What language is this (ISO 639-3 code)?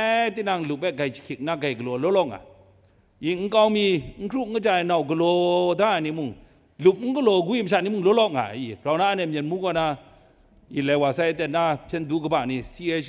kac